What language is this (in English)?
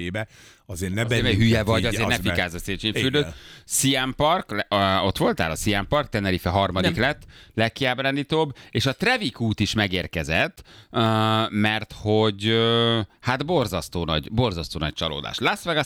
Hungarian